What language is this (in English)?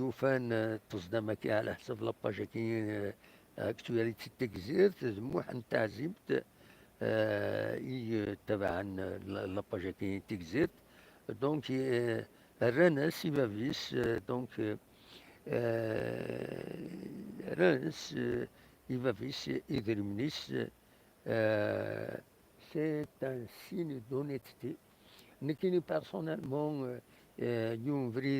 Kabyle